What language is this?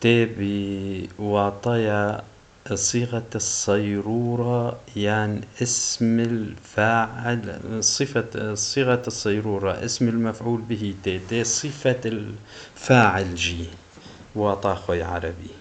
Kurdish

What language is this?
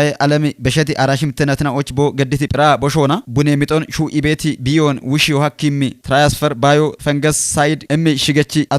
Kafa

